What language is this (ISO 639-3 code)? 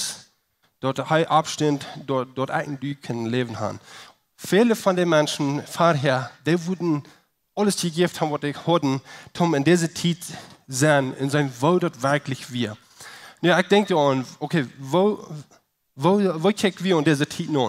pdt